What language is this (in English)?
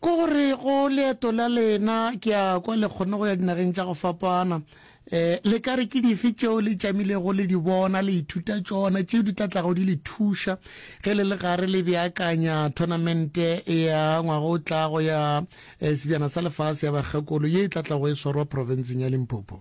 Northern Sotho